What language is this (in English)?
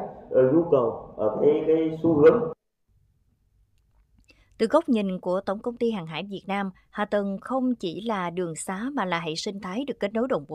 Vietnamese